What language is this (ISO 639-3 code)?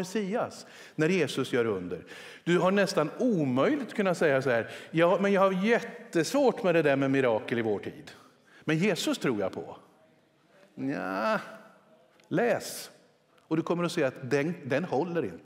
swe